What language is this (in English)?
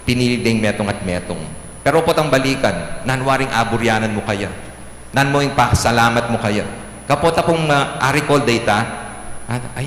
Pampanga